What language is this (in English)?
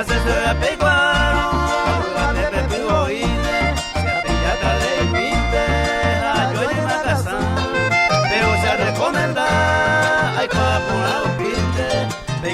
Guarani